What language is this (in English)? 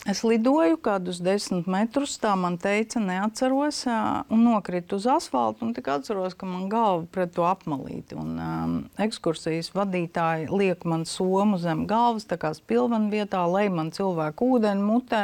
Latvian